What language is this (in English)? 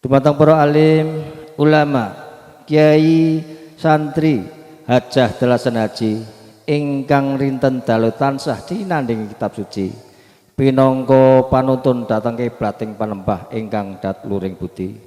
Javanese